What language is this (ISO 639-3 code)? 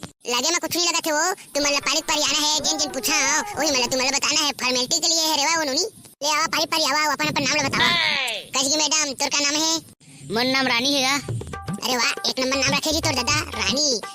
hne